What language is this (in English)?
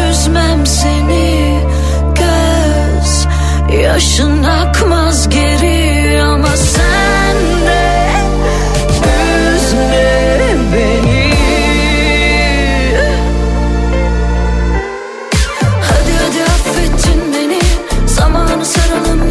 Turkish